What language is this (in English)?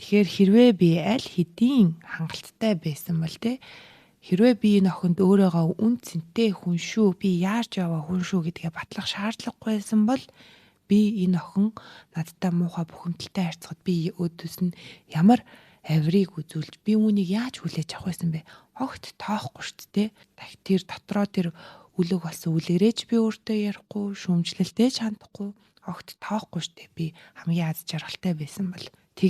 Mongolian